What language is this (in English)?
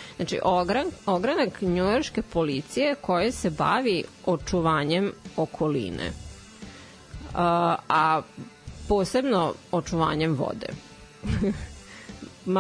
Serbian